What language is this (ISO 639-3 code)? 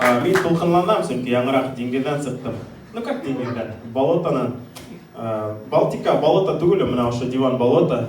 bak